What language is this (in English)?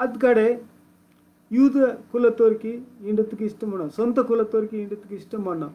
Koya